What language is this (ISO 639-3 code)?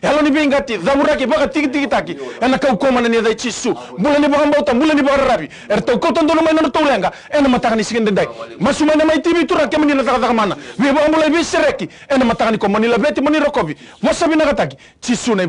fij